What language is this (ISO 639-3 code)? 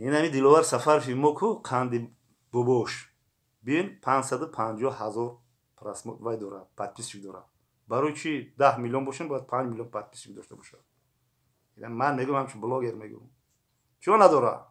tgk